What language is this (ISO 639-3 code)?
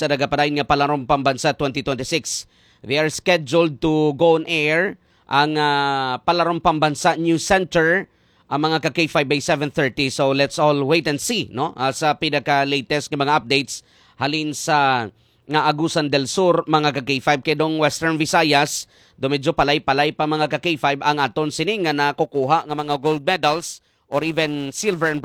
hil